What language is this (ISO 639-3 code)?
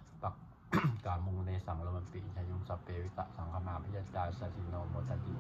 pli